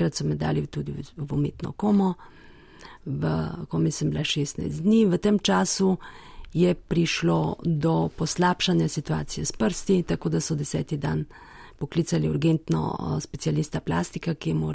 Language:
Slovenian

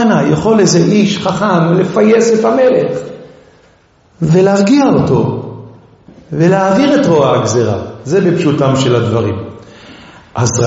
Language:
Hebrew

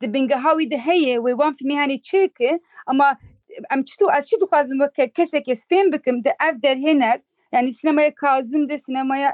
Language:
Kurdish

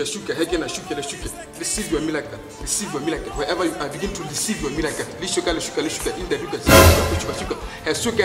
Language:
Tswana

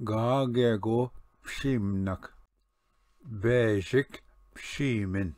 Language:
Ojibwa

